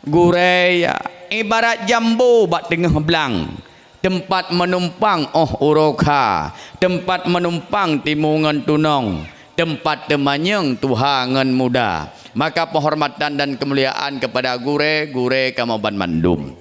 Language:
Achinese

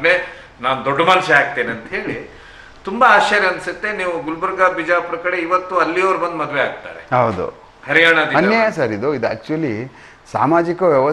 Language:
Kannada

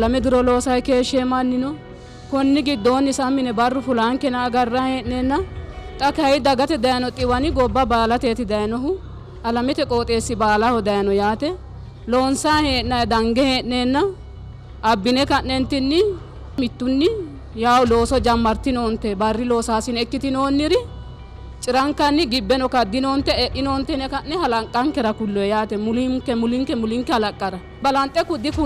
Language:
Sidamo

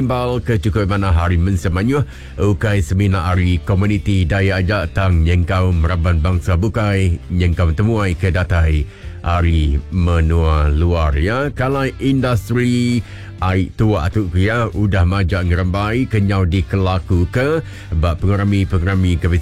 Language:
Iban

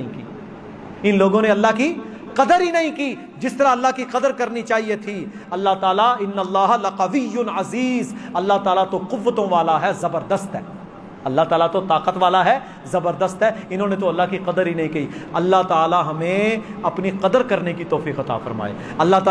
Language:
Urdu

